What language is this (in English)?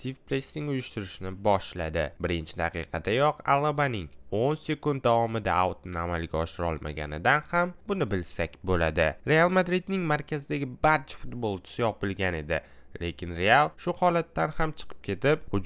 Uzbek